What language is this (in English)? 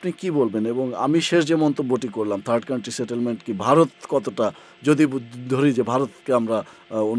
Bangla